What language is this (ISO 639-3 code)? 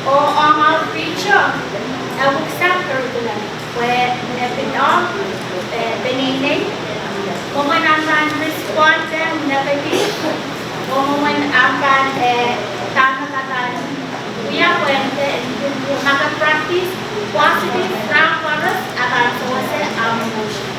pon